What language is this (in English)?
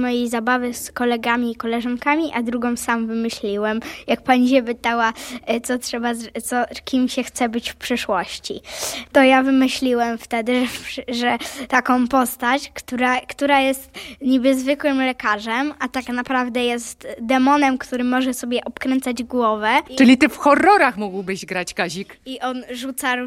Polish